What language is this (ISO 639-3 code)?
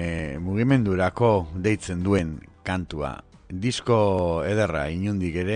eus